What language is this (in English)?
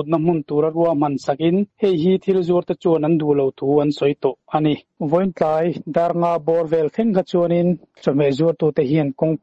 Mizo